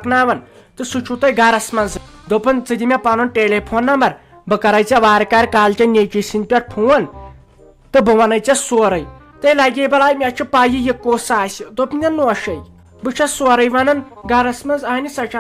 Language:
Kashmiri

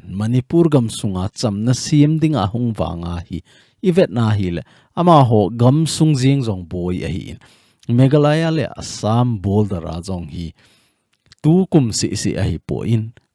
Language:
Thado Chin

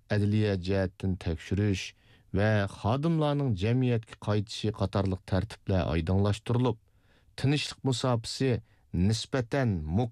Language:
Uyghur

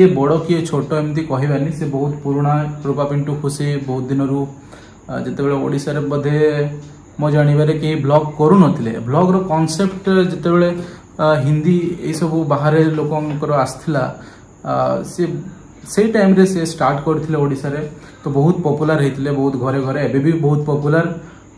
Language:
Odia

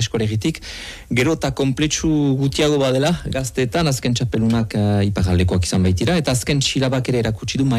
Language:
Basque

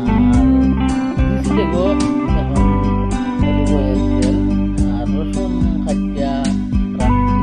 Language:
Sylheti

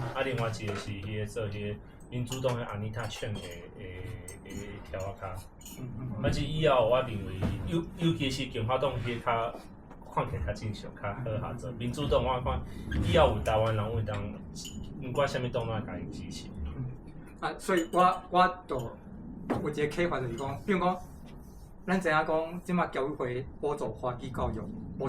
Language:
Min Nan Chinese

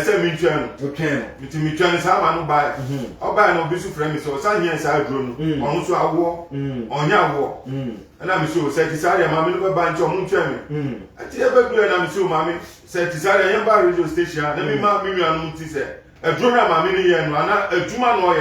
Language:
Akan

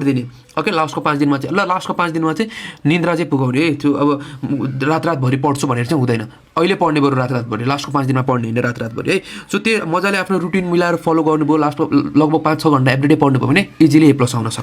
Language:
Nepali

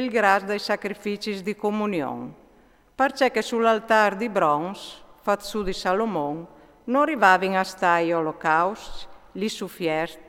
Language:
Friulian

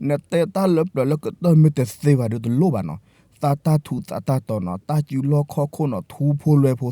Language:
S'gaw Karen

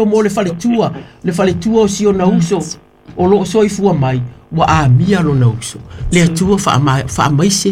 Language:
Samoan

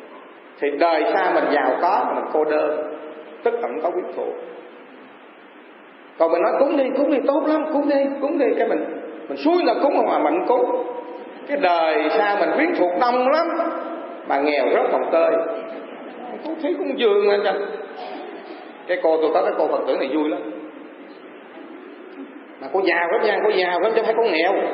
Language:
Vietnamese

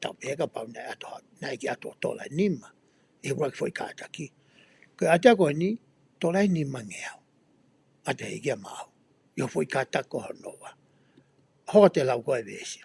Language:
Tongan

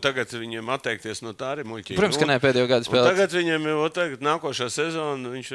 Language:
Latvian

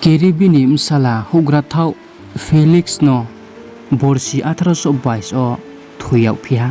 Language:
Riang (India)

